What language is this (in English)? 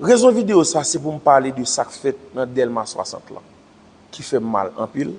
Haitian Creole